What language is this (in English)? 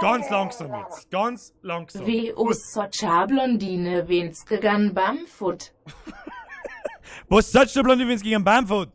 Bavarian